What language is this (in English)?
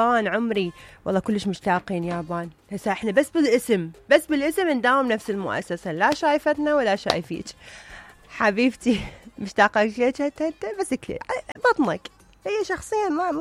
Mesopotamian Arabic